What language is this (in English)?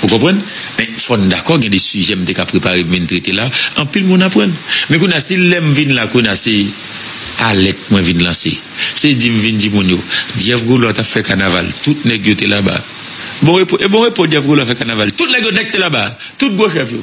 Haitian Creole